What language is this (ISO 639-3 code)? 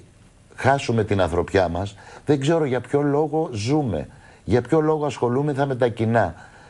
ell